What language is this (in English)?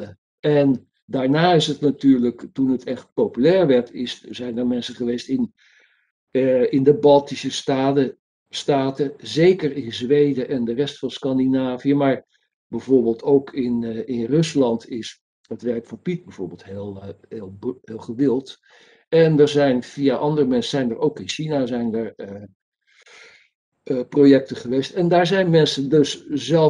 Dutch